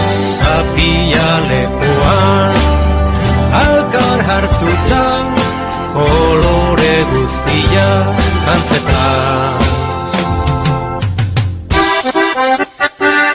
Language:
Basque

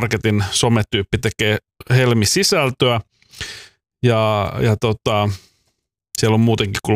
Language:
Finnish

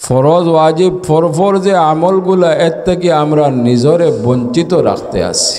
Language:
Sylheti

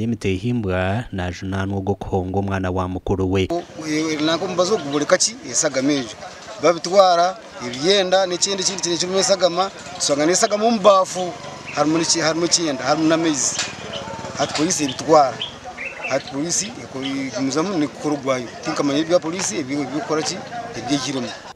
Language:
Nyankole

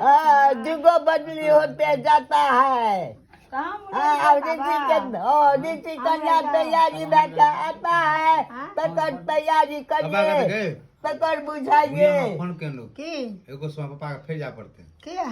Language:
Maithili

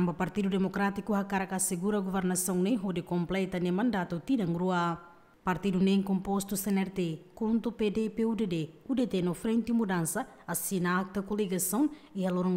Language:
Tetum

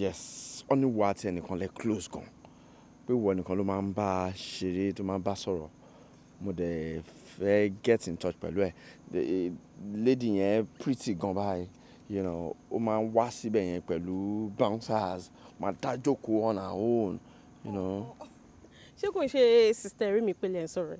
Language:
Yoruba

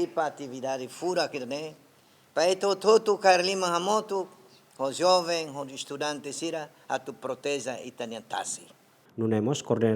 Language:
Tetum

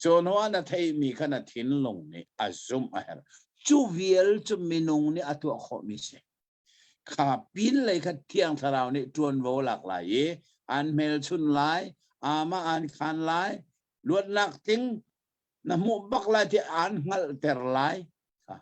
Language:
Hakha Chin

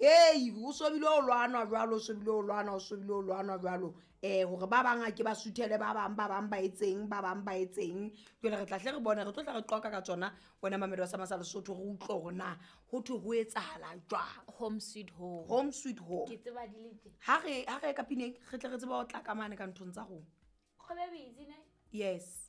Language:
Southern Sotho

